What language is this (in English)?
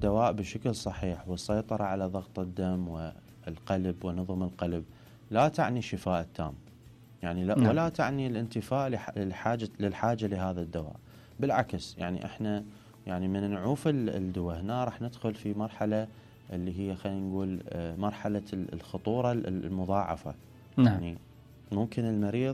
Mesopotamian Arabic